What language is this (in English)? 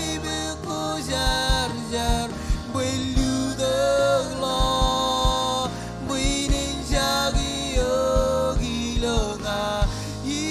Marshallese